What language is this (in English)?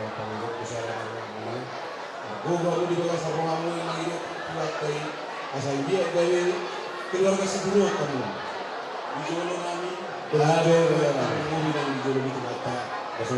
Batak Toba